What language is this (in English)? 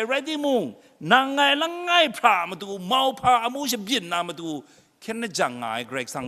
Kachin